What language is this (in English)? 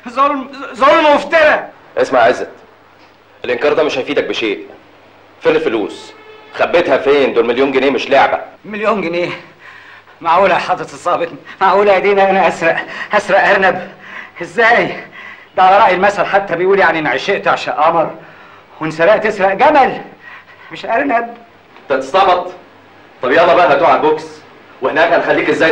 Egyptian Arabic